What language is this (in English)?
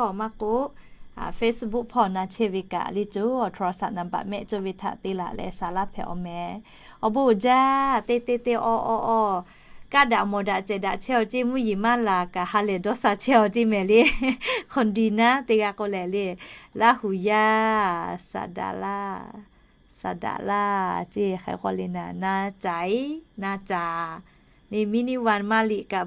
Lahu